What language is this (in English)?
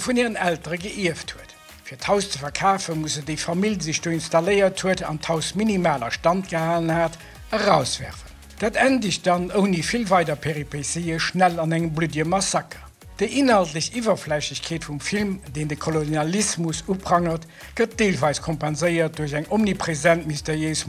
Luxembourgish